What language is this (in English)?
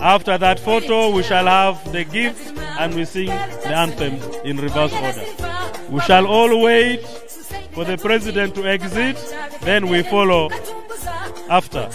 Nyankole